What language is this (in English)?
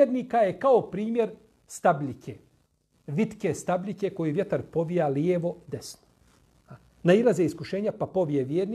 Bosnian